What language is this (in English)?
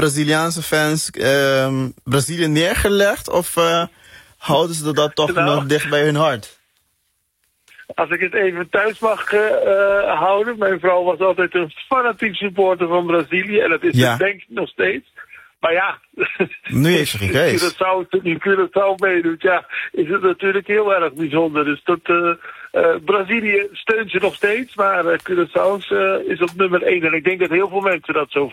Dutch